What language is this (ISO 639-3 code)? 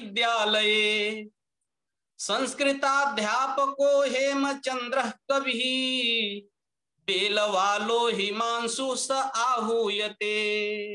san